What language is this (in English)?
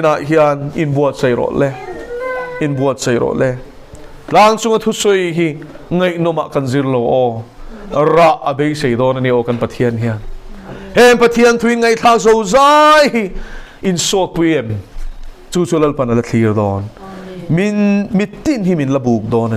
Mizo